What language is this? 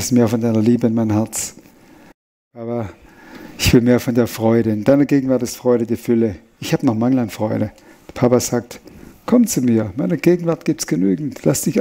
Swiss German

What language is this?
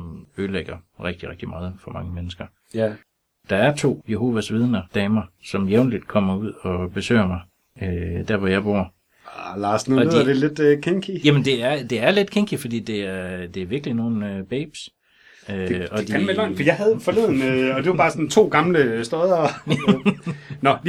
Danish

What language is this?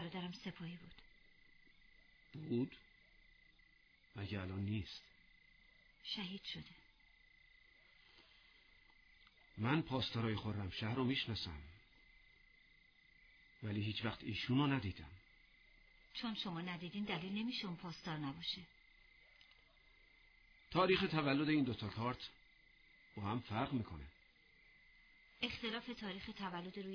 Persian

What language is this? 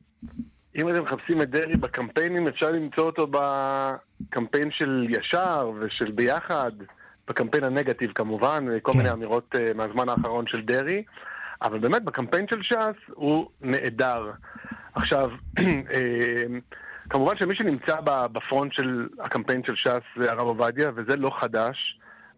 Hebrew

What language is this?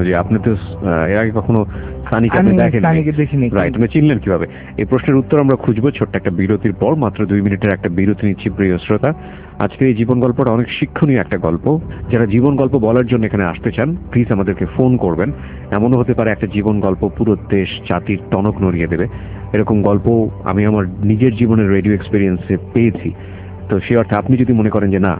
Bangla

